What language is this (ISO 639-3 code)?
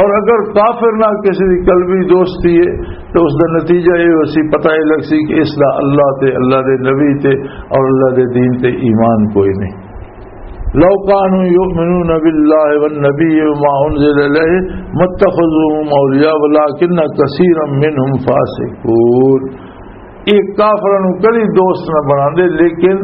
lah